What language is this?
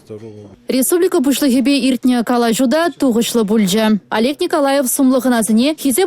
Chuvash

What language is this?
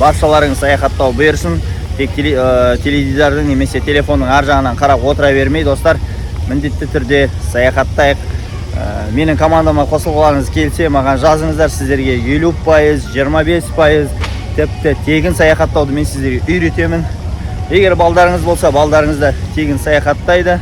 Kazakh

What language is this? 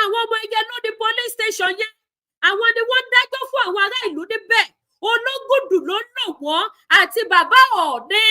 Yoruba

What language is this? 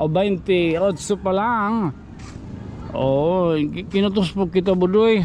Waray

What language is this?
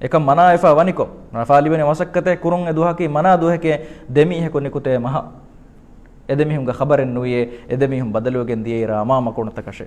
Divehi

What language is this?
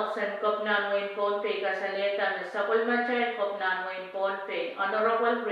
Pohnpeian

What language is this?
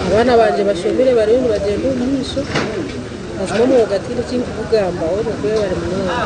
Nyankole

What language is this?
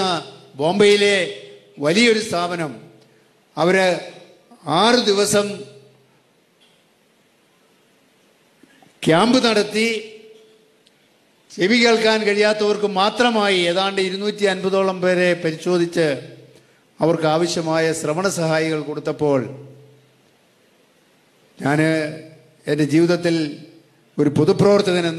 Malayalam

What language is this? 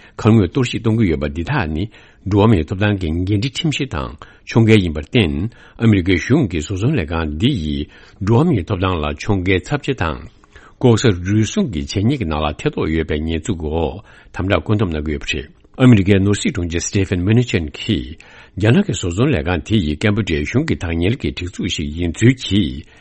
Tibetan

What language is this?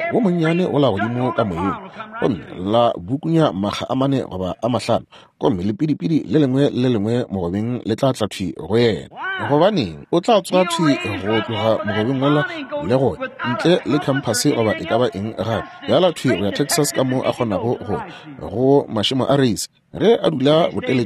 Northern Sotho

